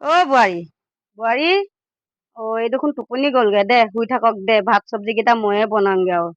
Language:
Assamese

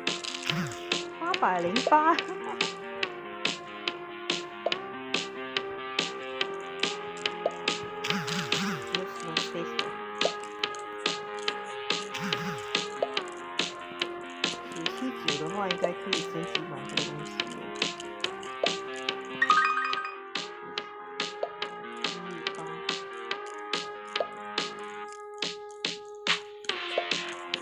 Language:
Chinese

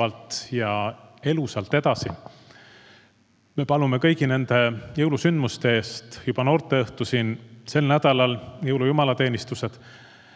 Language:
Estonian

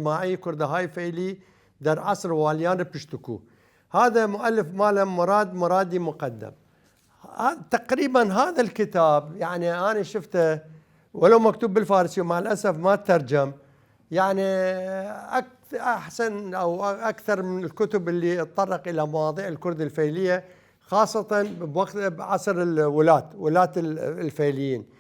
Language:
Mesopotamian Arabic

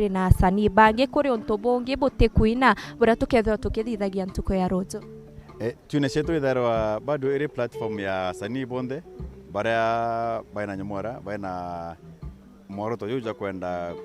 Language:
Meru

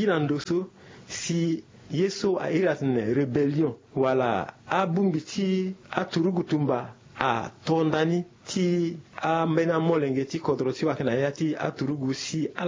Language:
Sango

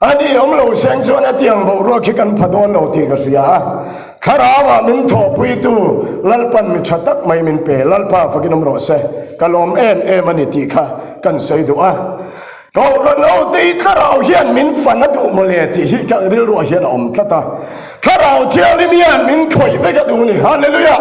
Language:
Mizo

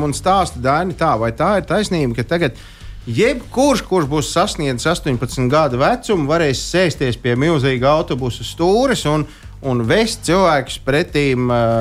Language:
Latvian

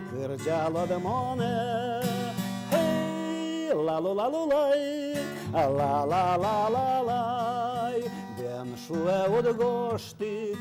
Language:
Udmurt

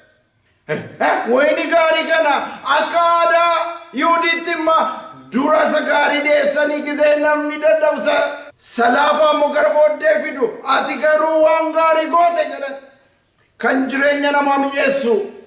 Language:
Oromo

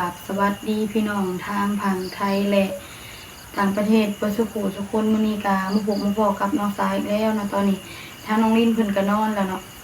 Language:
Northeastern Thai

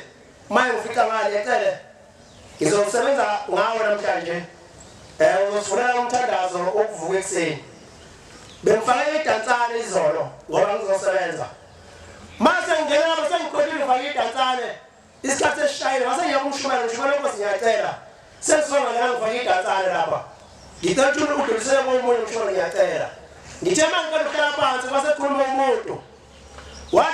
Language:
Zulu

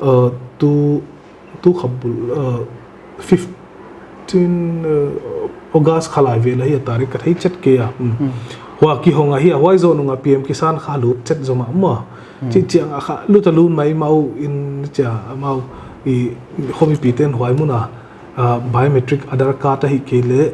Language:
Paite Chin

